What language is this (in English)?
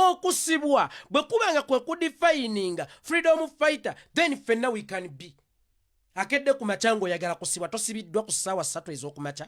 Ganda